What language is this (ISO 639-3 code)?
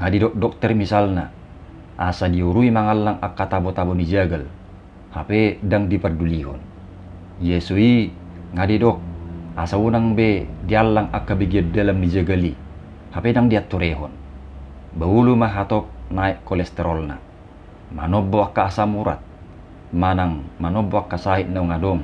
bbc